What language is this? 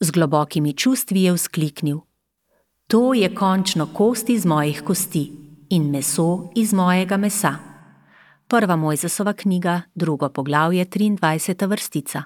Slovenian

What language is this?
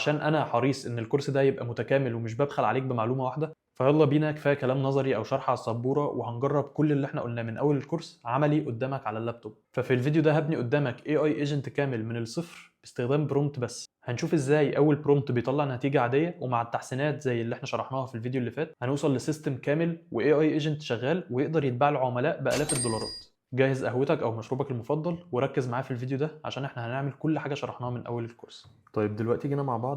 Egyptian Arabic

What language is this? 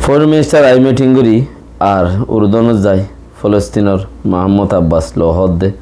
Rohingya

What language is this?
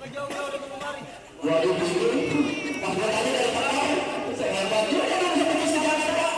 Betawi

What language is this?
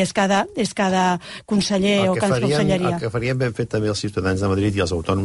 Catalan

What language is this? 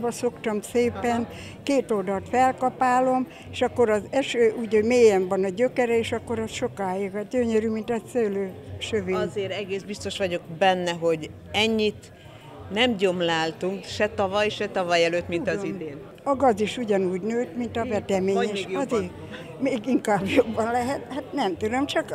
Hungarian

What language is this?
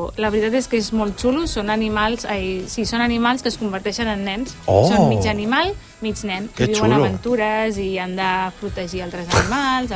Catalan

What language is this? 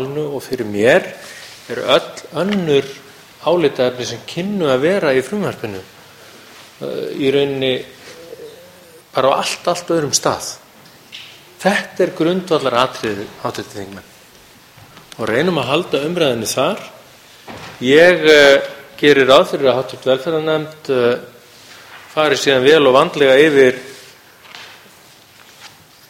Icelandic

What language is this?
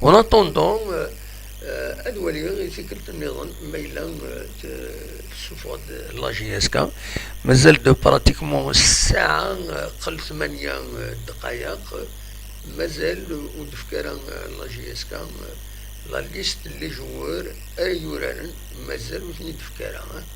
Kabyle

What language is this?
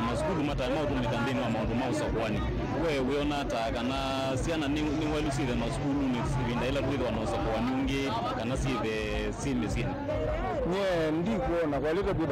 Kamba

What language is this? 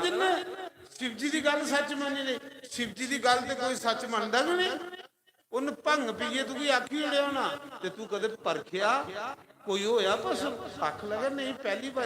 Dogri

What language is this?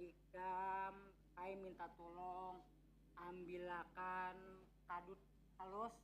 Banjar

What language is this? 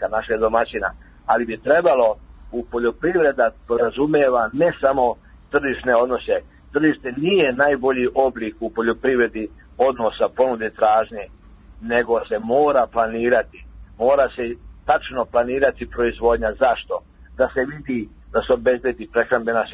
Serbian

